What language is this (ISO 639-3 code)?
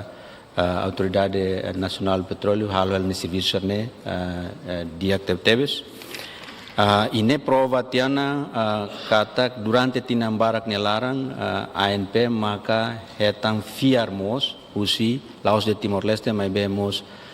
tet